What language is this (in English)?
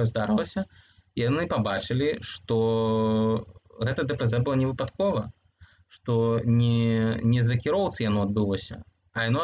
Belarusian